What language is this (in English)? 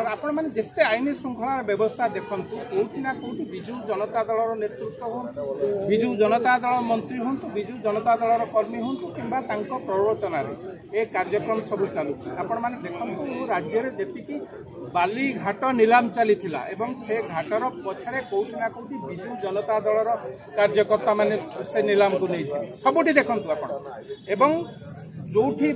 Odia